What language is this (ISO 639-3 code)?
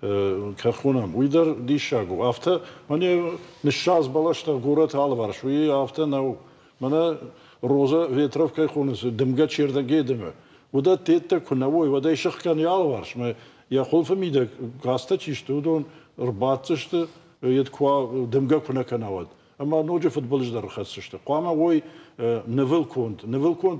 oss